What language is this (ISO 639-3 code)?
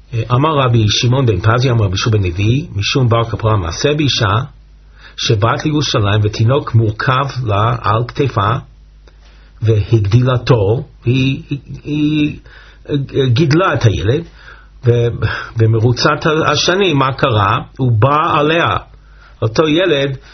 heb